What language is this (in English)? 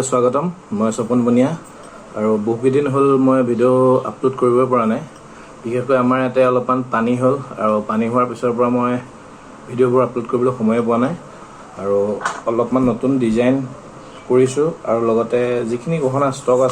Assamese